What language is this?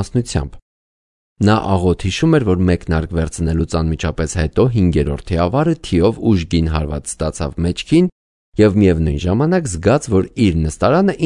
Armenian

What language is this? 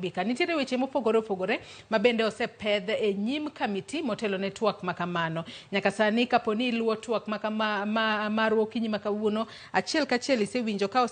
Luo (Kenya and Tanzania)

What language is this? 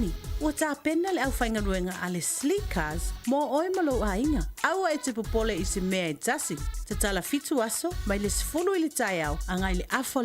Samoan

